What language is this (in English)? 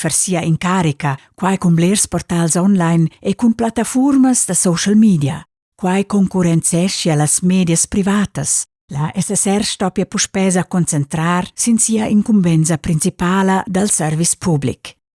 Romansh